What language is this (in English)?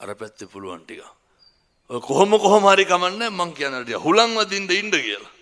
Sinhala